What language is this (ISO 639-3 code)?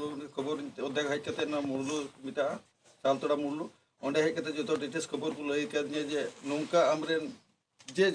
sat